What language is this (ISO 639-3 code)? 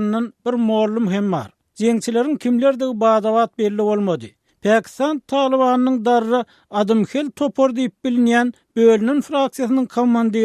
tuk